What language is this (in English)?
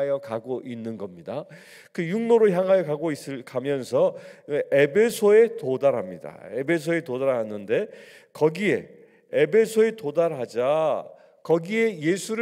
Korean